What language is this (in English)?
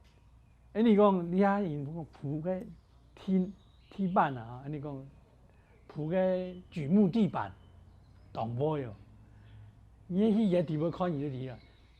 Hakka Chinese